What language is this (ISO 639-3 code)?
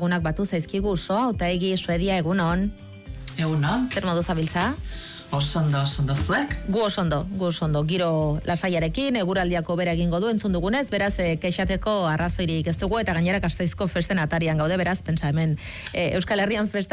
eus